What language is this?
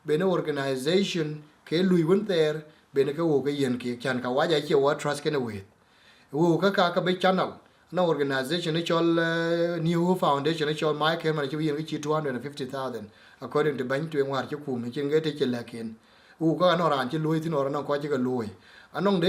Dinka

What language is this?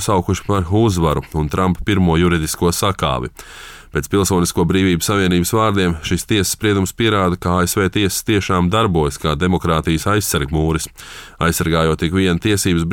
Latvian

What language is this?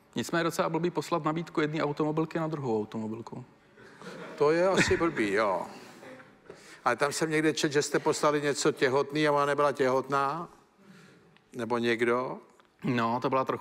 Czech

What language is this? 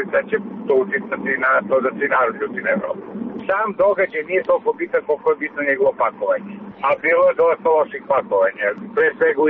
Serbian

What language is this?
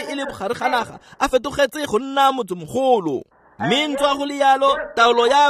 Tswana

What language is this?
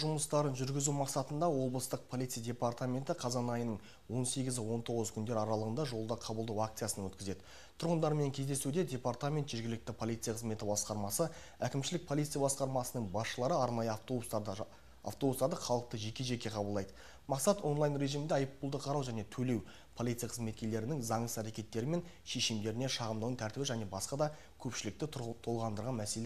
Kazakh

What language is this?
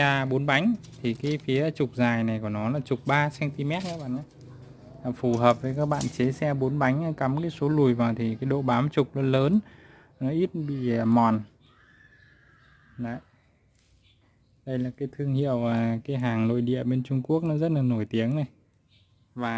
Vietnamese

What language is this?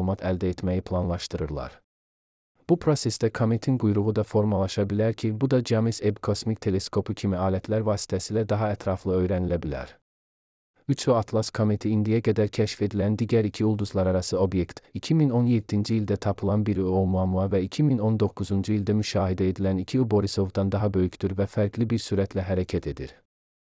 Azerbaijani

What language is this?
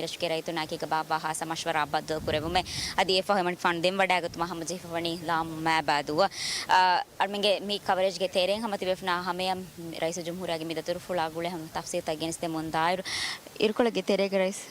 Divehi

